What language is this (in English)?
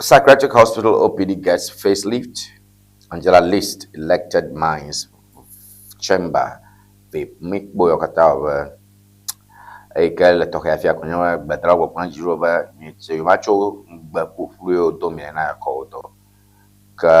Ewe